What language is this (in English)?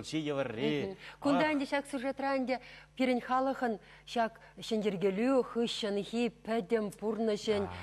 Chuvash